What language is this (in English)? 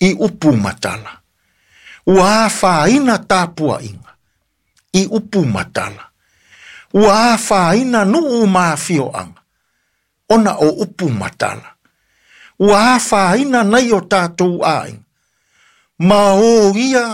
Samoan